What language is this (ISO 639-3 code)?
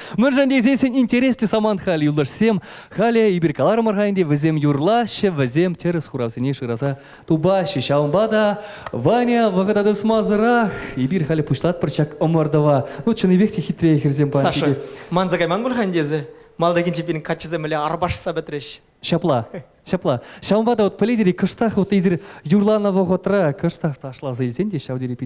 chv